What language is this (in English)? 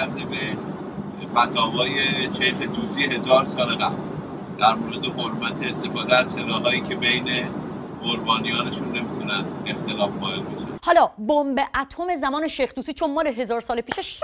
Persian